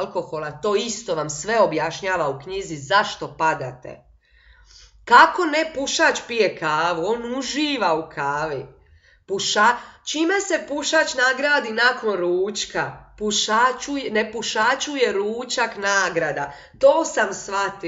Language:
Croatian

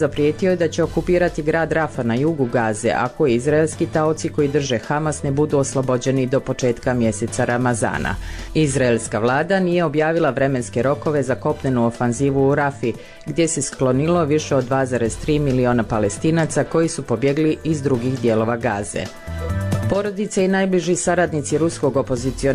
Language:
Bosnian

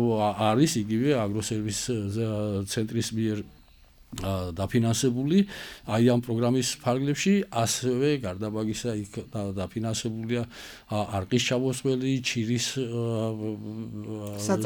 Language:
Georgian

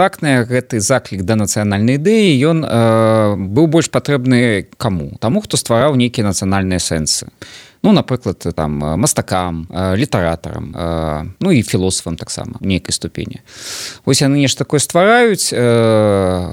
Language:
Belarusian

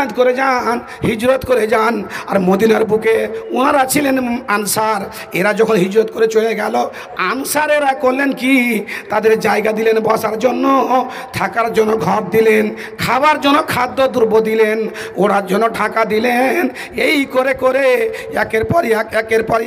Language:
Bangla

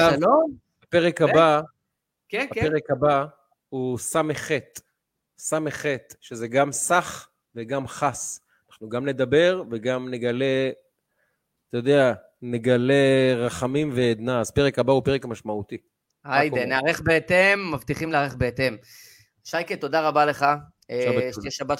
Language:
Hebrew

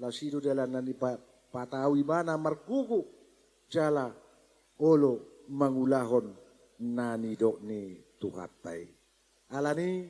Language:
Batak Toba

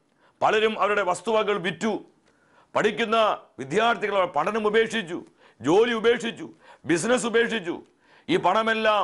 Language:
Malayalam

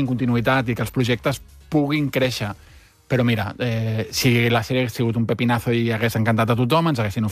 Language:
Catalan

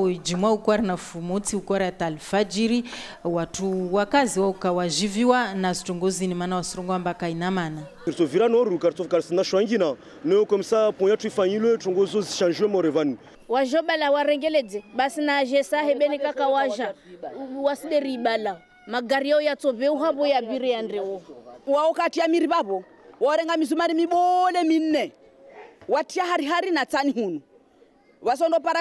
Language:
Comorian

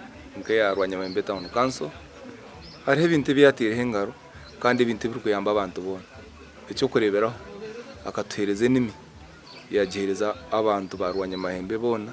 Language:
Nyankole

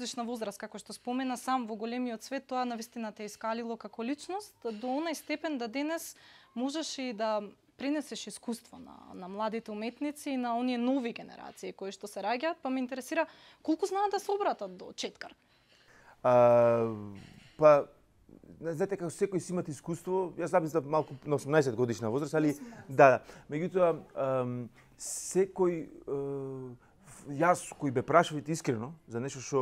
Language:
Macedonian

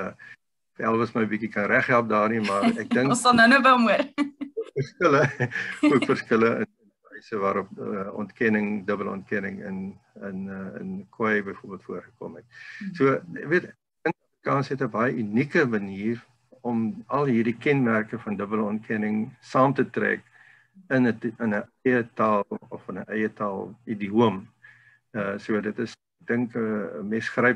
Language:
Afrikaans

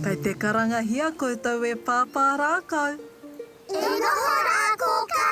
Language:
Māori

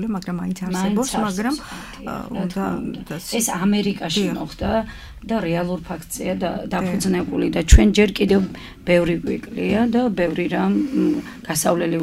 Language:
Georgian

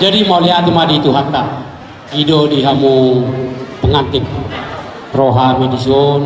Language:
Batak Toba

